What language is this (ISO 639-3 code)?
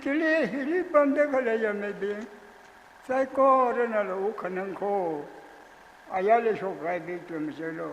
nmf